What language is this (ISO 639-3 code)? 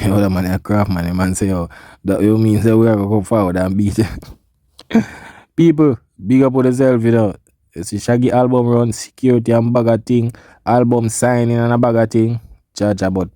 jam